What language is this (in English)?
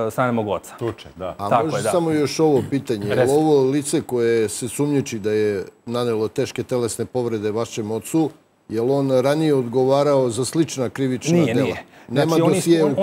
Serbian